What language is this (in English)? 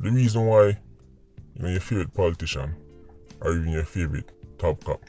Jamaican Creole English